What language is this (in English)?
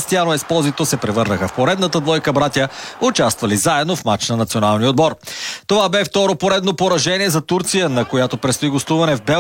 Bulgarian